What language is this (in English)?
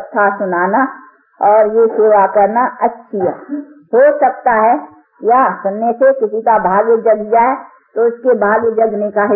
Hindi